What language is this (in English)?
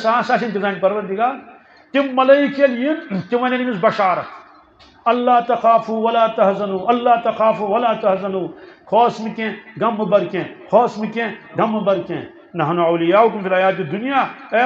Kashmiri